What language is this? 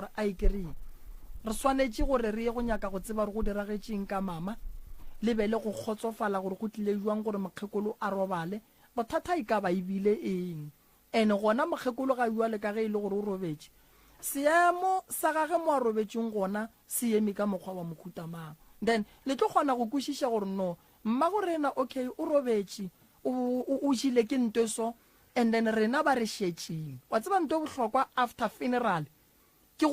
Northern Sotho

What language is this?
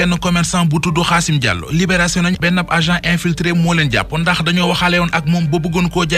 Wolof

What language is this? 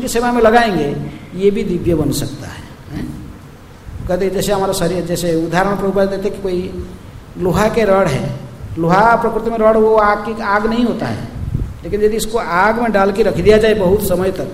Hindi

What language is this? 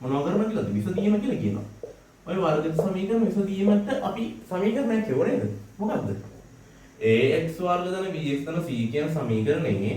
Sinhala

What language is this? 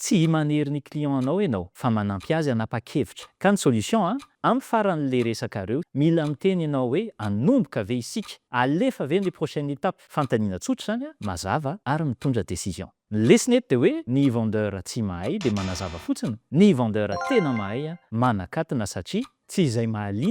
Malagasy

